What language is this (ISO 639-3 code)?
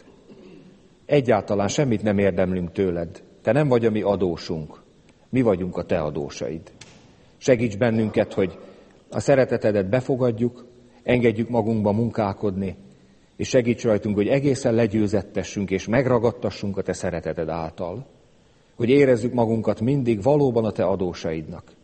hun